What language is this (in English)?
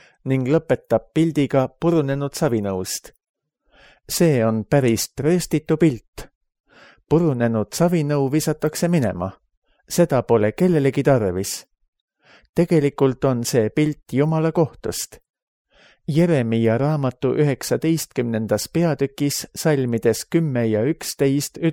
Estonian